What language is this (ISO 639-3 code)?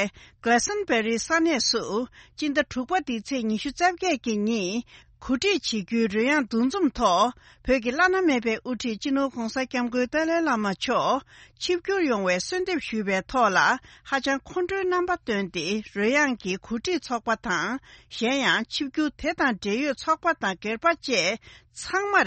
bod